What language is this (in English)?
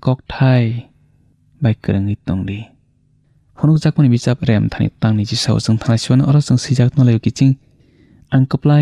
Kok Borok